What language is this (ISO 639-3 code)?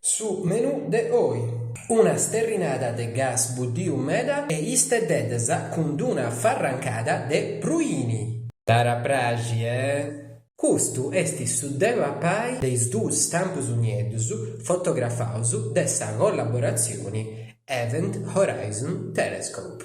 srd